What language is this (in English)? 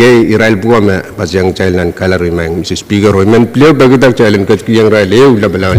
Pohnpeian